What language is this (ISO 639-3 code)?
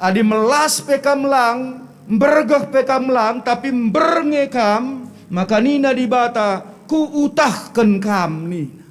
btx